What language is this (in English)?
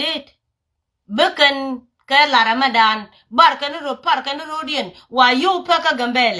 Nuer